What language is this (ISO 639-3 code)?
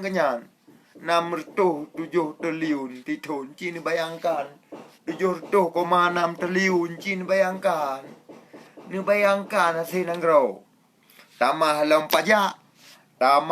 ace